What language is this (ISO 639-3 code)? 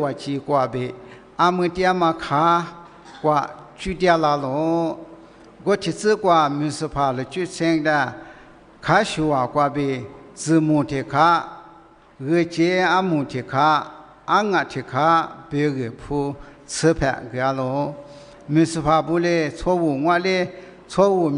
lis